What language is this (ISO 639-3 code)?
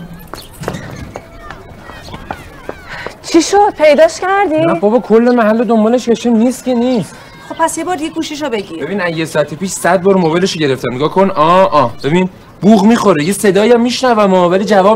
fas